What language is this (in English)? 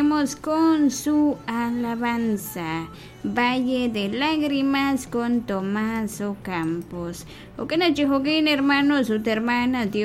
Kekchí